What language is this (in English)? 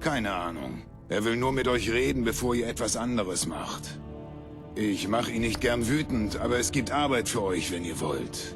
Bavarian